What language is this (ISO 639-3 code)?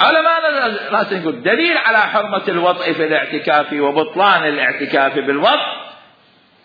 acm